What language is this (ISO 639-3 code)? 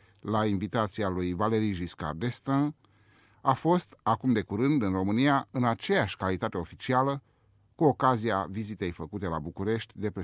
ron